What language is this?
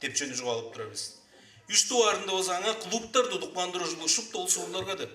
Tuvinian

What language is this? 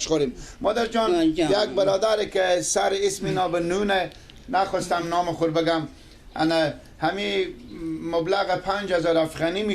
Persian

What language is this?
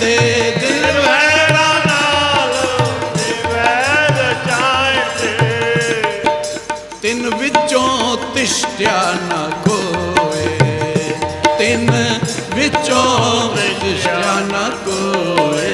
Punjabi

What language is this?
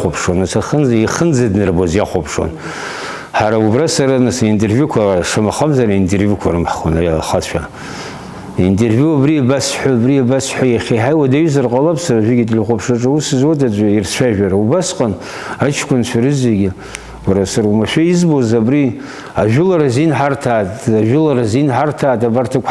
Abkhazian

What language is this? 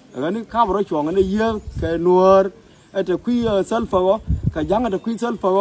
Nuer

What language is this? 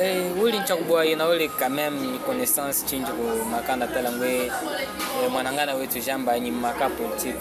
Chokwe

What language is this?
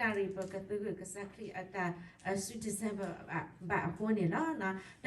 S'gaw Karen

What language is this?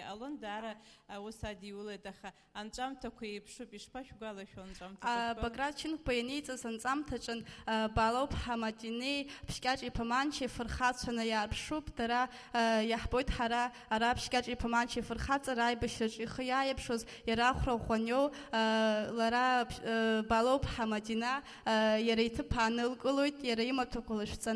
Abkhazian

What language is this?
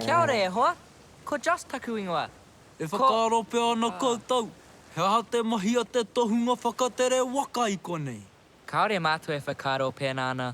Māori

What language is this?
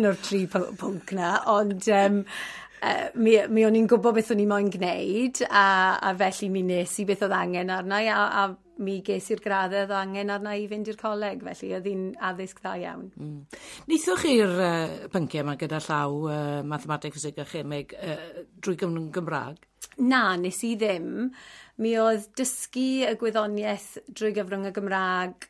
Welsh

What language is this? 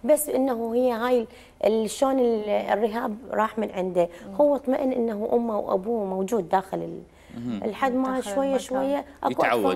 Mesopotamian Arabic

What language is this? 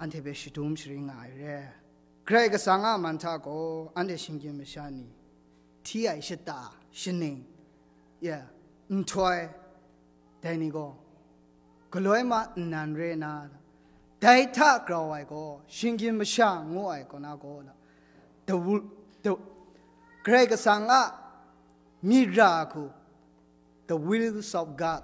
Kachin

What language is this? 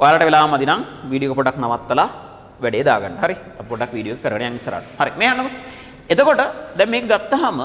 Sinhala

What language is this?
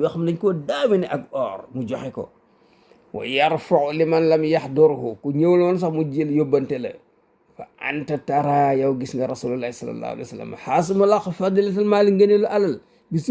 Wolof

